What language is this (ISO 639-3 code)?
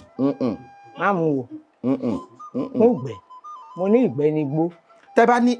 yor